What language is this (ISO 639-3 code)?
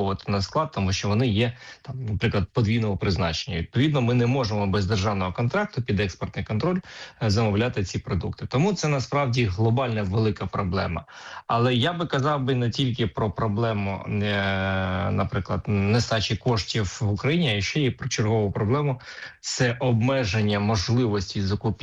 ukr